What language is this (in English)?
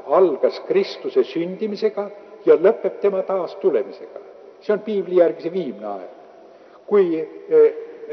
Estonian